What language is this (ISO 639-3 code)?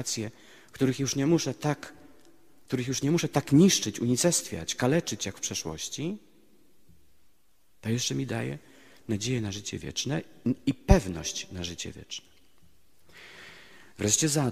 pol